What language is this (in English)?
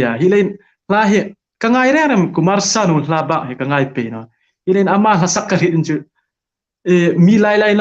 Hmar